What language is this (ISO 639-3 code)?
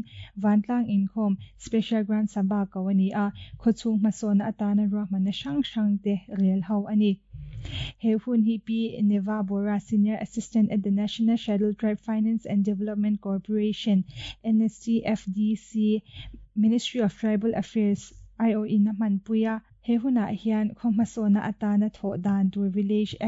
lus